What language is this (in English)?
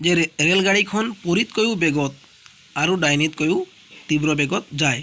Assamese